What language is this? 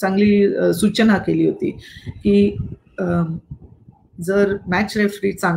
Marathi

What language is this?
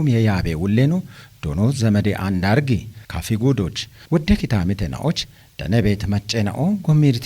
Kafa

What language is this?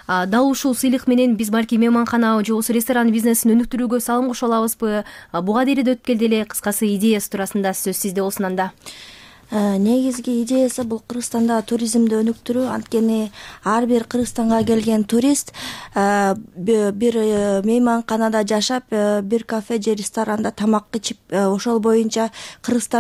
Kyrgyz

